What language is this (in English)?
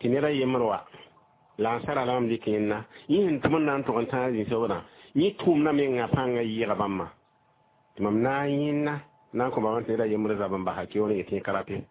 Mossi